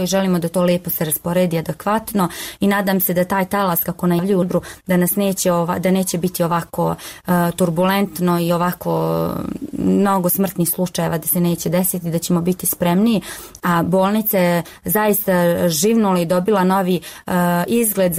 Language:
Serbian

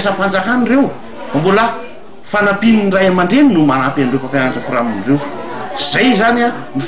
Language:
Malagasy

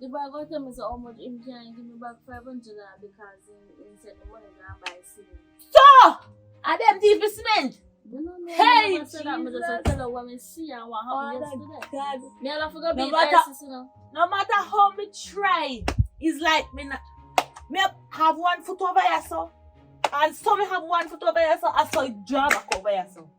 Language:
Jamaican Creole English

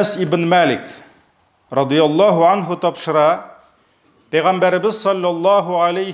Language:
Tatar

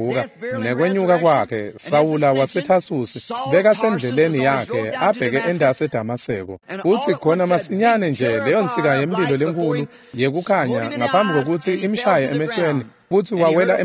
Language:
Swati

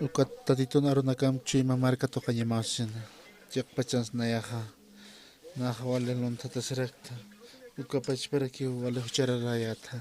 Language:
Aymara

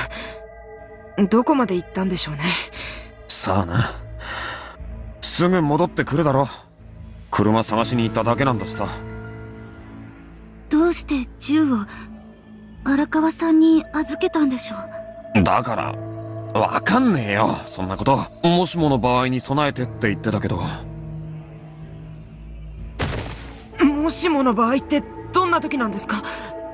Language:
Japanese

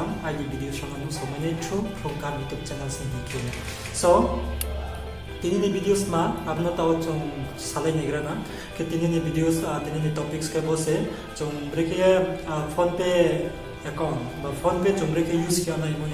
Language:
Riang (India)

